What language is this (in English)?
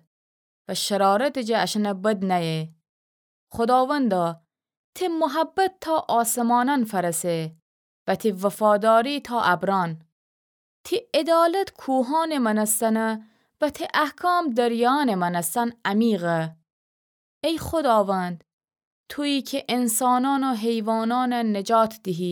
Gilaki